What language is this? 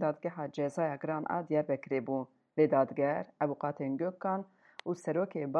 Kurdish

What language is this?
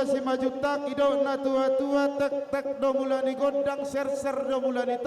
Batak Toba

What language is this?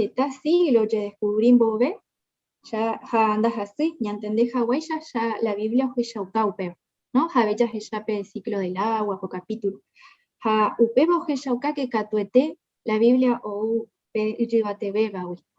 Guarani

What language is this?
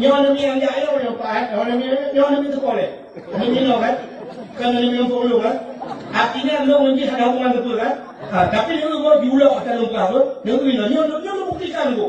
Achinese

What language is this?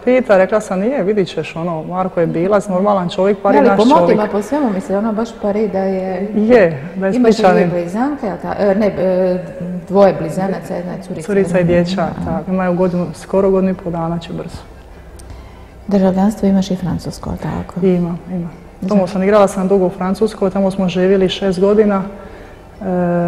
Croatian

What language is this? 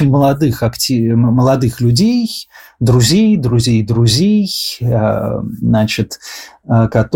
Russian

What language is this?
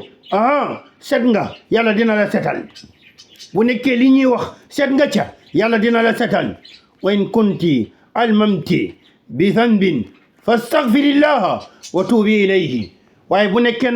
Wolof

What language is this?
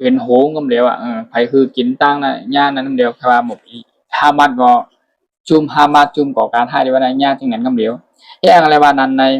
Shan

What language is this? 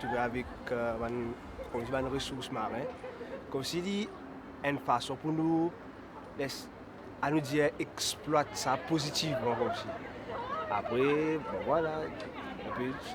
Morisyen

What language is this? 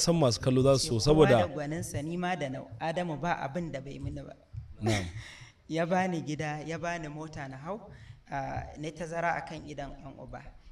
Hausa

